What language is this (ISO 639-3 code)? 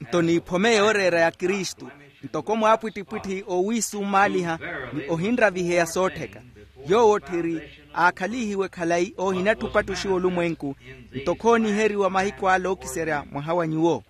vmw